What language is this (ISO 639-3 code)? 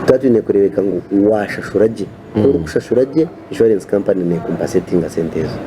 nyn